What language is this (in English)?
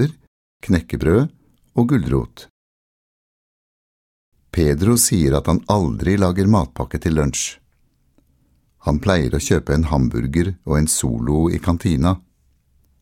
Norwegian